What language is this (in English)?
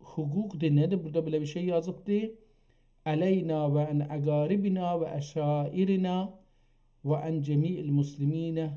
South Azerbaijani